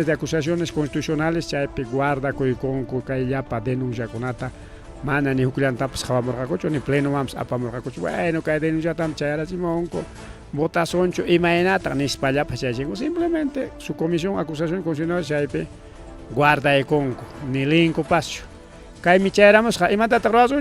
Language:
Ayacucho Quechua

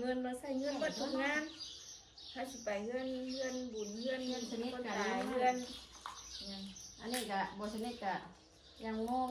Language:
Northeastern Thai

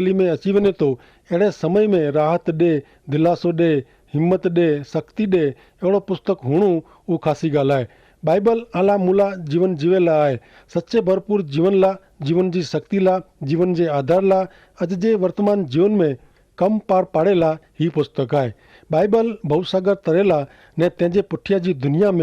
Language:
Kachhi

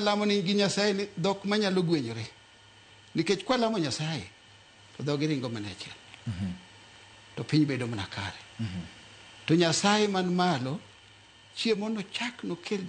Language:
Luo (Kenya and Tanzania)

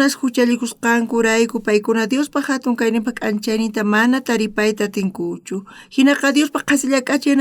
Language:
South Bolivian Quechua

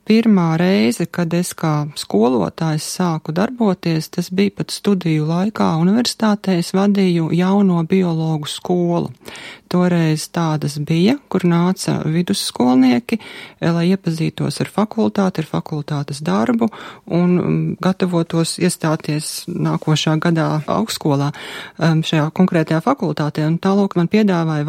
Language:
Latvian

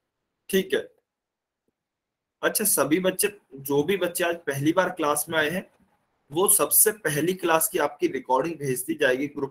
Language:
Hindi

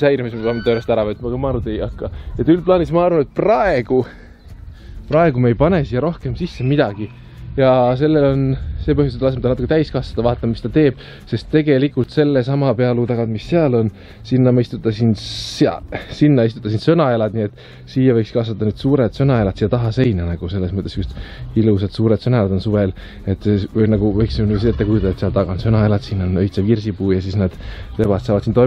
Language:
Estonian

